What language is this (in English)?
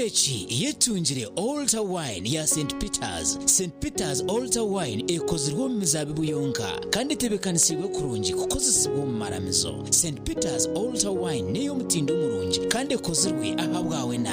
Nyankole